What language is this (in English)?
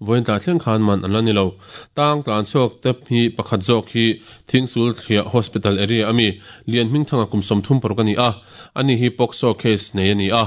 Mizo